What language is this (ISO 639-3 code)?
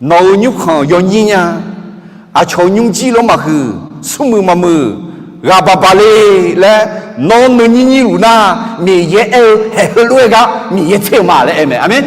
ahk